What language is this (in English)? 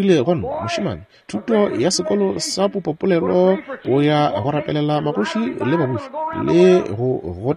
Northern Sotho